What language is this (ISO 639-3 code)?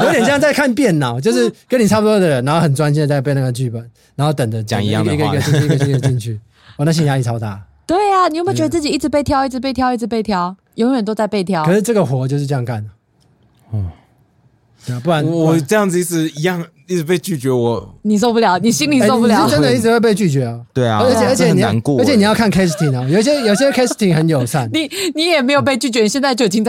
zho